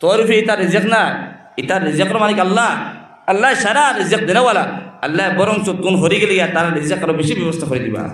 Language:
Sylheti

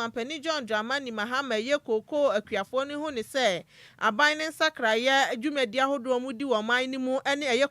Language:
Akan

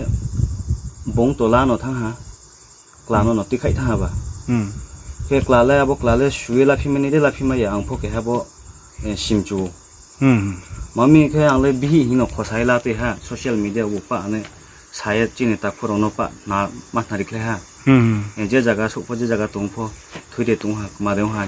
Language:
Riang (India)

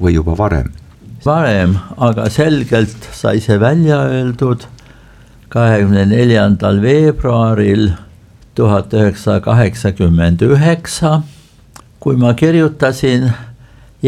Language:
Estonian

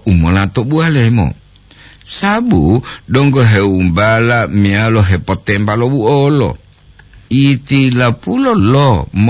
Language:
Gorontalo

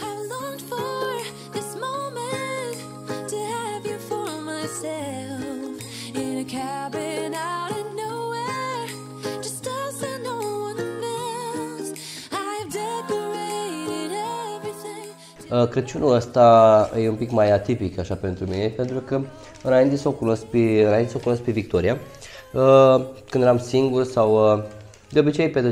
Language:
Romanian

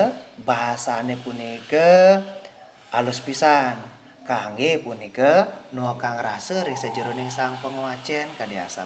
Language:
Balinese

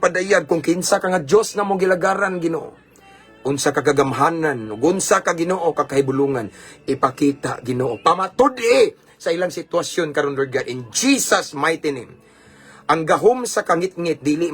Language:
Cebuano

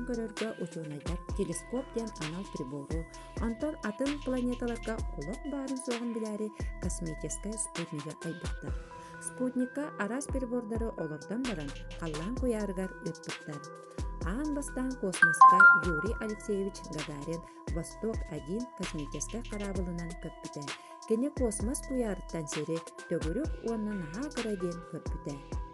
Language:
Yakut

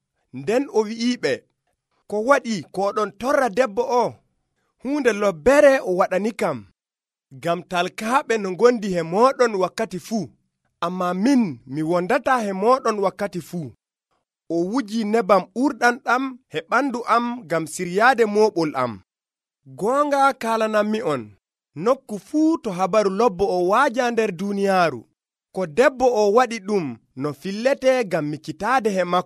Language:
Nigerian Fulfulde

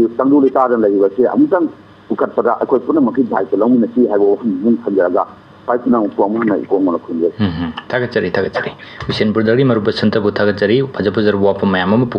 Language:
Manipuri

